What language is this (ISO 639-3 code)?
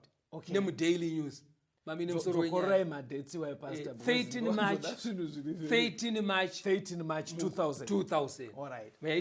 sna